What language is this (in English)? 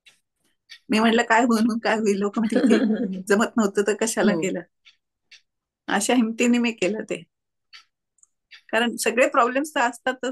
Marathi